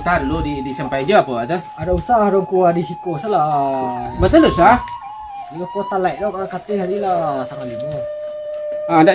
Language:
Minangkabau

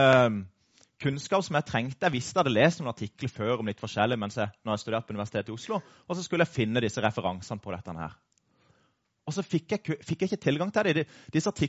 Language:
Norwegian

